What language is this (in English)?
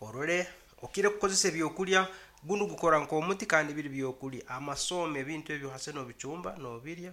Nyankole